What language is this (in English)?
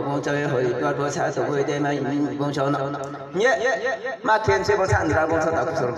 Riang (India)